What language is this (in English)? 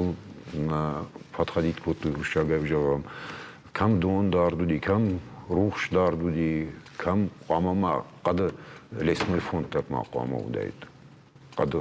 Ossetic